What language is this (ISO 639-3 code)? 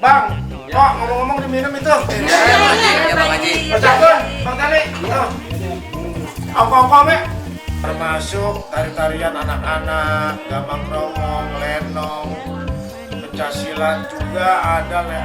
bew